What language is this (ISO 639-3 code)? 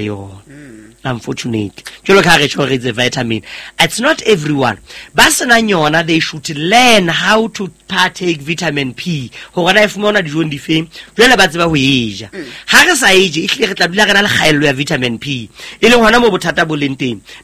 sot